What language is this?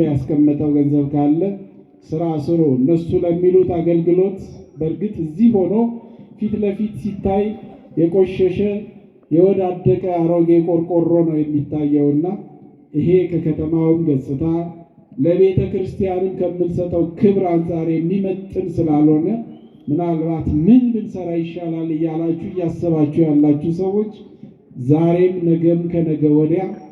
Amharic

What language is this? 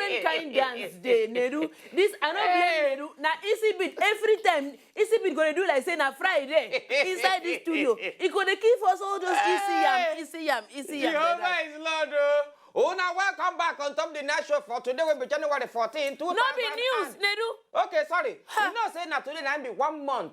Nigerian Pidgin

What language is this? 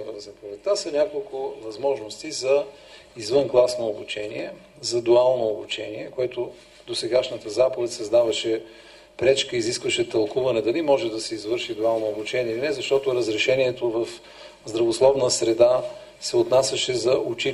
Bulgarian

